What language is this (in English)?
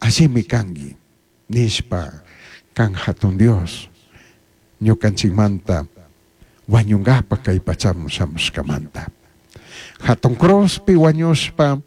Chimborazo Highland Quichua